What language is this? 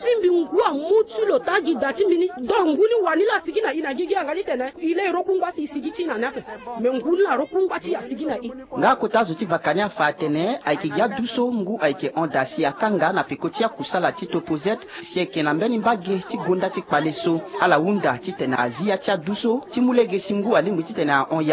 Sango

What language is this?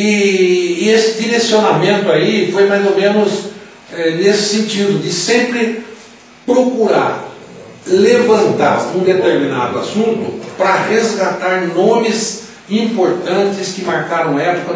Portuguese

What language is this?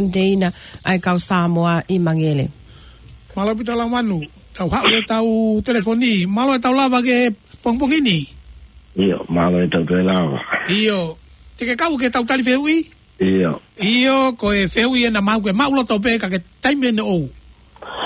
Tongan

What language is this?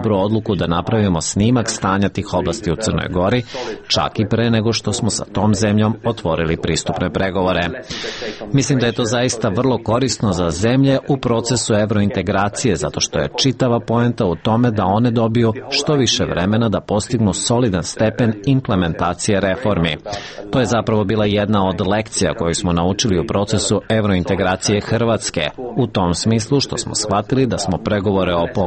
Serbian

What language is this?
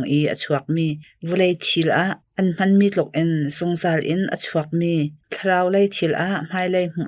Hakha Chin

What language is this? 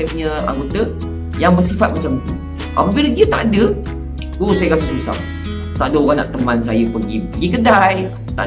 Malay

